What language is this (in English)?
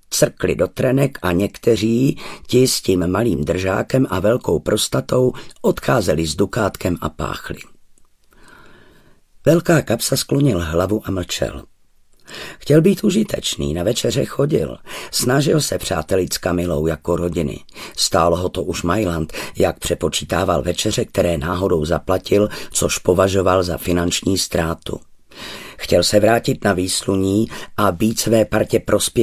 Czech